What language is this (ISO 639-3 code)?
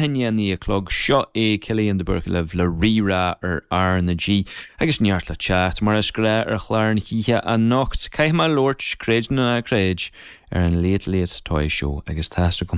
gle